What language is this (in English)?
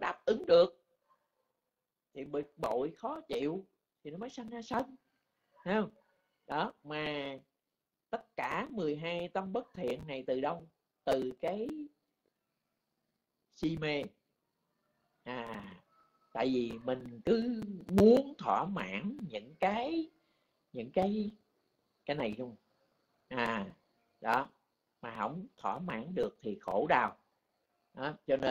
Vietnamese